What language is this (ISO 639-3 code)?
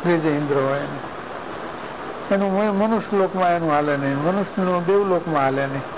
guj